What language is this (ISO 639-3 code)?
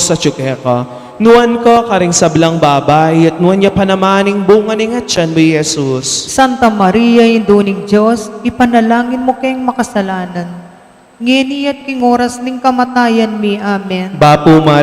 pam